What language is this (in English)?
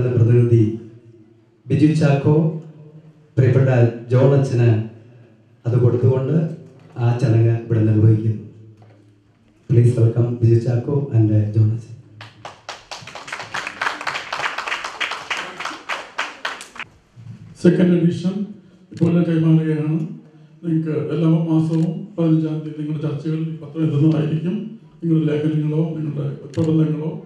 Malayalam